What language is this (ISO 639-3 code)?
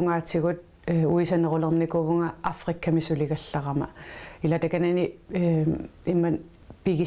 kal